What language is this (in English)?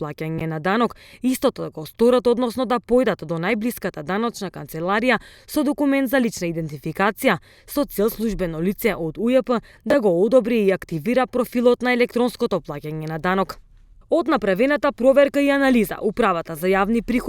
Macedonian